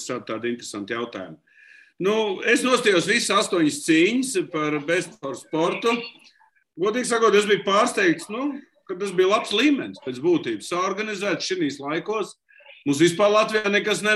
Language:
Latvian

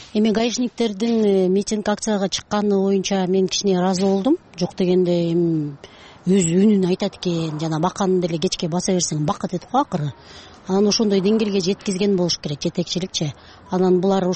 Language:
Kyrgyz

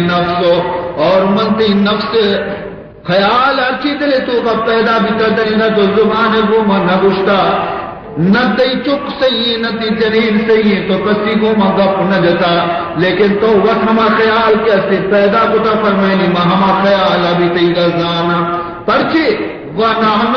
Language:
Baluchi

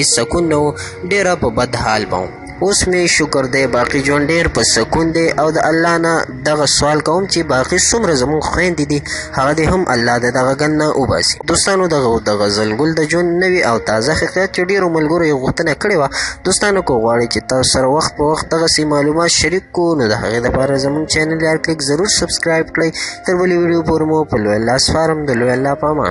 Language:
Pashto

